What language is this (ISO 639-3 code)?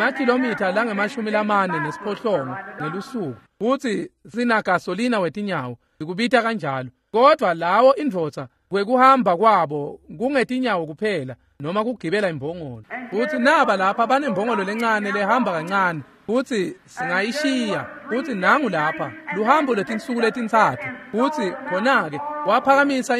ssw